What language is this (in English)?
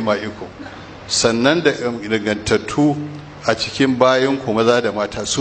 Hausa